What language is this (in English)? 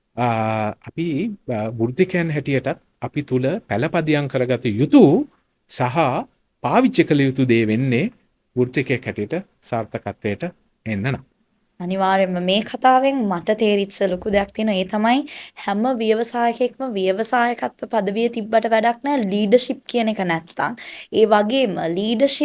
Sinhala